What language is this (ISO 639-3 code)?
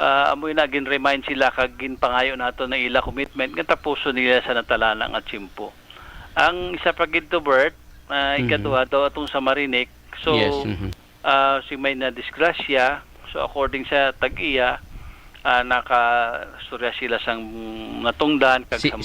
hil